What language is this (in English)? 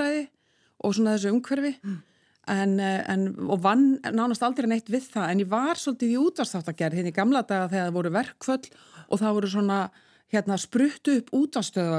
Icelandic